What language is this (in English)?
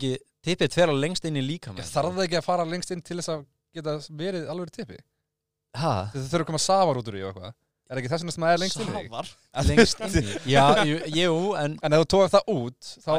Icelandic